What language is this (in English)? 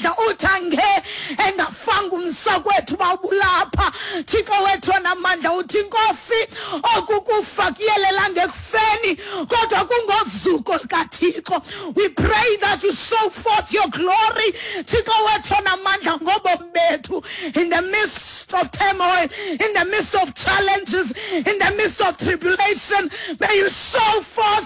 Xhosa